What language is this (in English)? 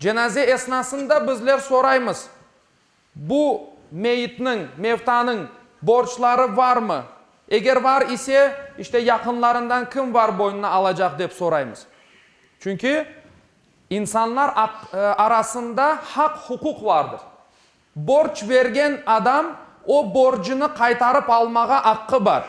Crimean Tatar